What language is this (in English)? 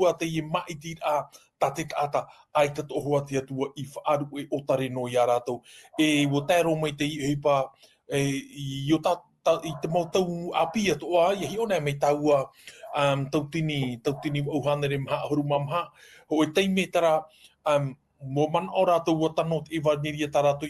Tahitian